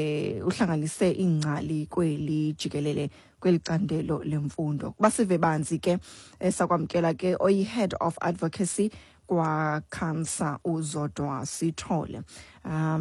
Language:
Xhosa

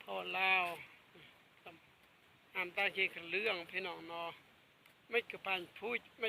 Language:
Northeastern Thai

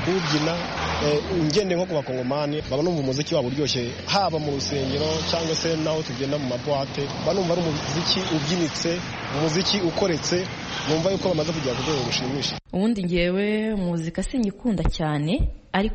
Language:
Kinyarwanda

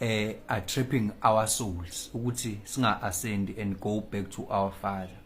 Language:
Zulu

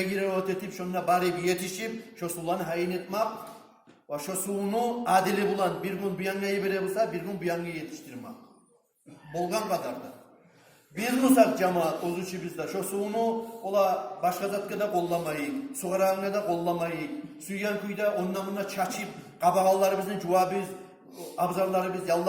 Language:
Kumyk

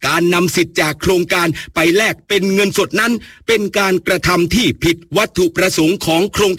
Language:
Thai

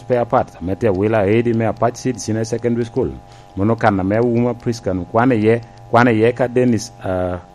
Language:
Lango (Uganda)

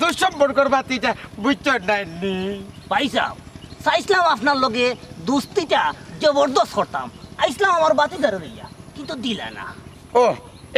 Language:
Sylheti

